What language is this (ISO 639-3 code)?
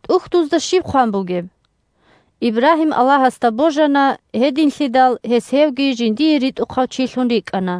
ava